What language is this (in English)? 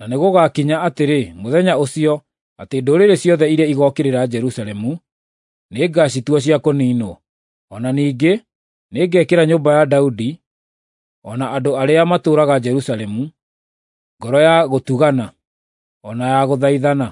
Kikuyu